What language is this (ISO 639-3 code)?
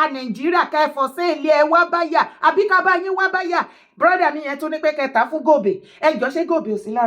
yor